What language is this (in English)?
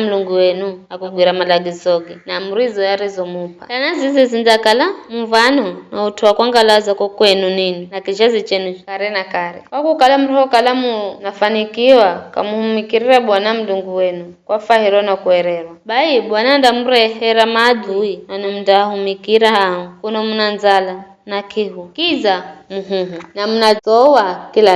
Giryama